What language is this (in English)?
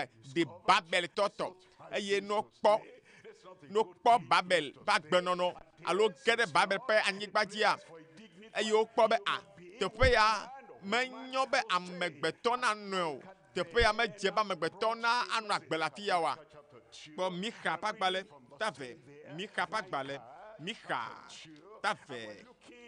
Ewe